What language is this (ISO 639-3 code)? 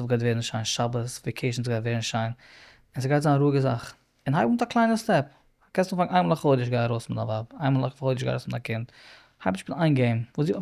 yid